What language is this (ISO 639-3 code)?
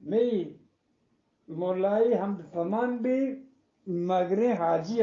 bgp